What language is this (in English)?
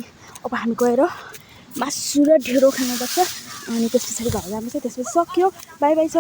Nepali